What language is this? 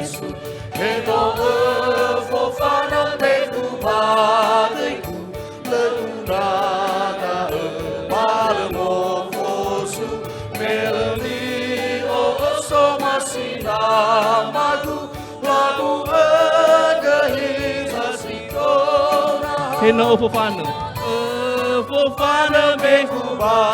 Nias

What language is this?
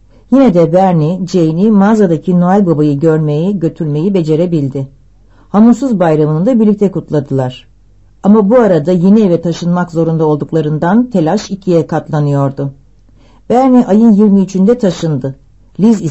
Turkish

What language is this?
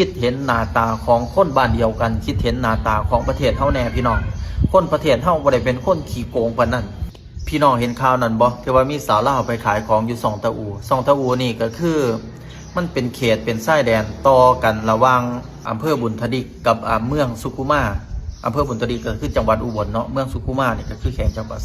Lao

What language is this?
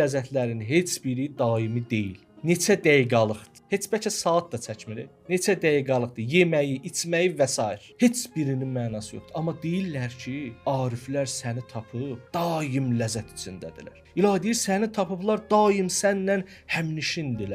Azerbaijani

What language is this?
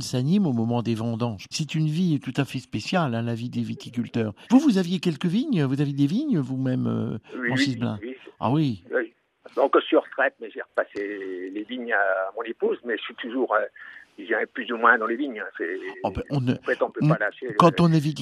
French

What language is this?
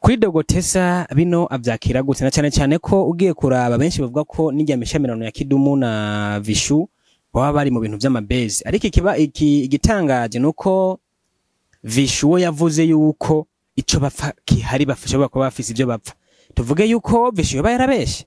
Rundi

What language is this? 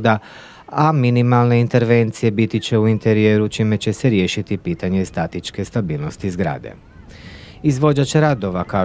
Croatian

